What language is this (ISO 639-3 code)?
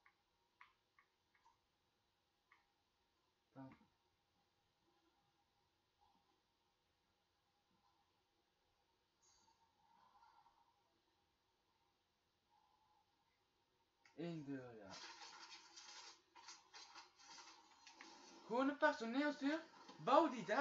nld